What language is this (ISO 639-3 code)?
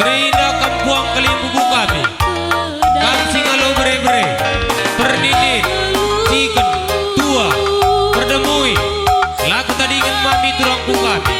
btx